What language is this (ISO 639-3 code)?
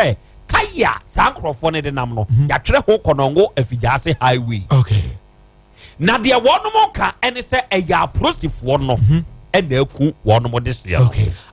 aka